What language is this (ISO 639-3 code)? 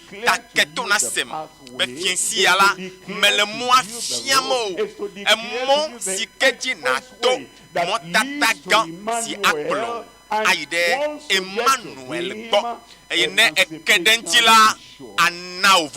ewe